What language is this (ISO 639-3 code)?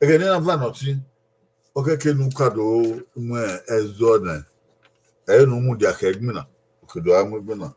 bin